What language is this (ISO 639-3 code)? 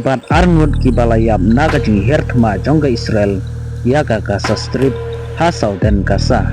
kha